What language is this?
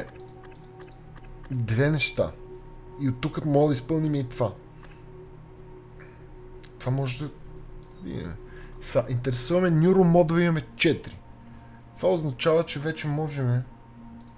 Bulgarian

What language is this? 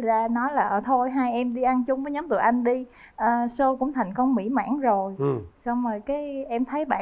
Vietnamese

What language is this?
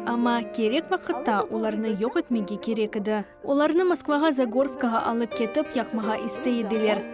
Crimean Tatar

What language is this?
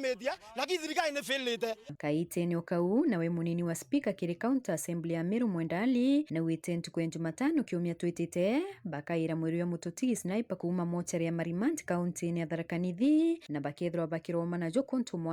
Meru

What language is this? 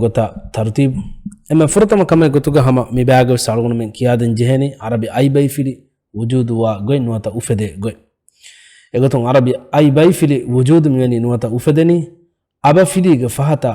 Divehi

